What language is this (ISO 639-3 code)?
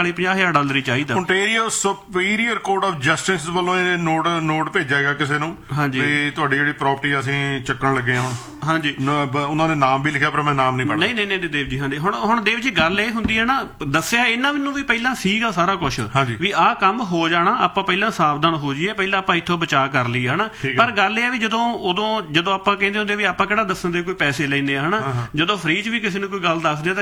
pan